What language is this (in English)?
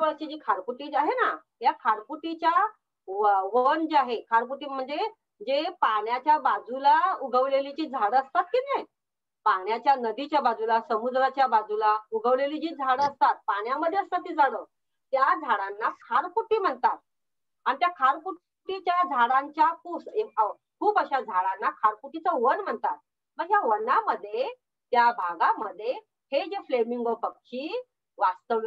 Marathi